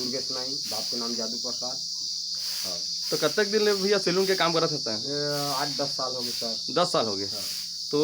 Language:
Chhattisgarhi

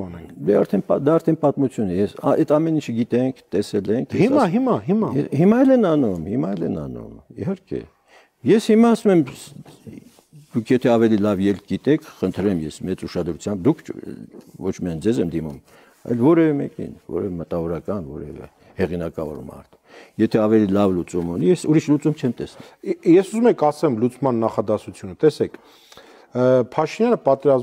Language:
Armenian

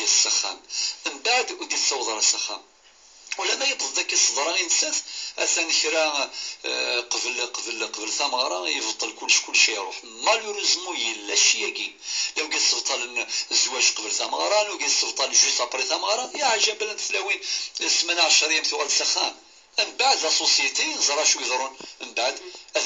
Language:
Kabyle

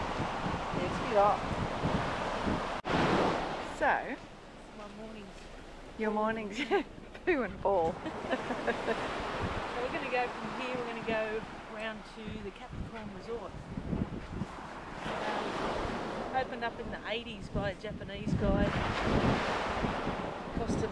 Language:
English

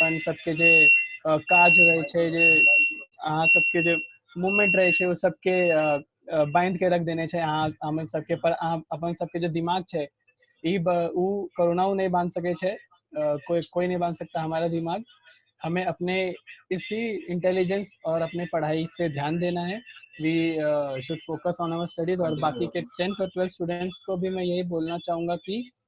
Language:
Maithili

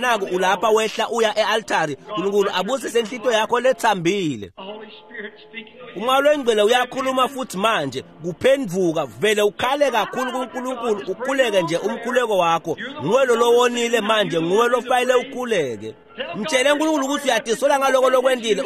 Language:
Swati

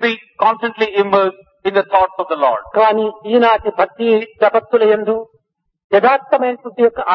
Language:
Telugu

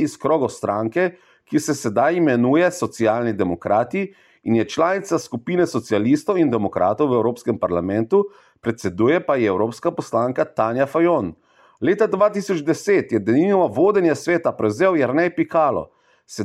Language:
Slovenian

